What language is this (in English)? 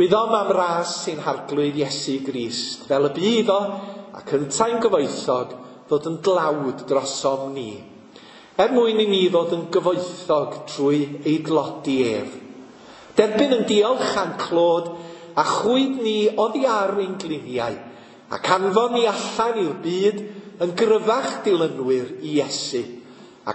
Welsh